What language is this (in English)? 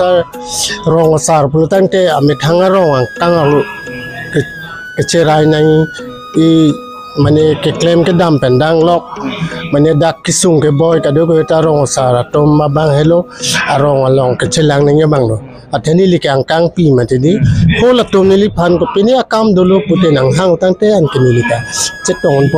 Karbi